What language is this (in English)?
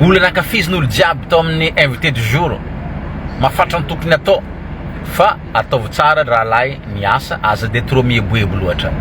Malagasy